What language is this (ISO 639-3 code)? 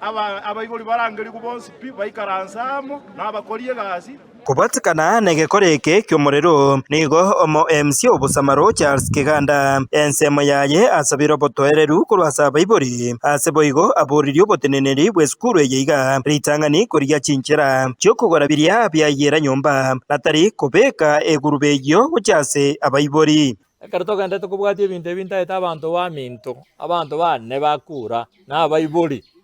guz